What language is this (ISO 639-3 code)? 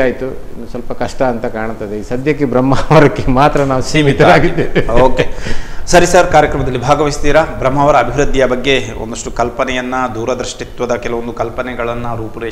kan